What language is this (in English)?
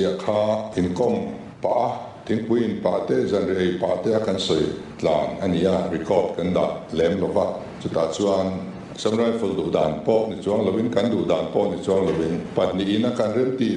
Mizo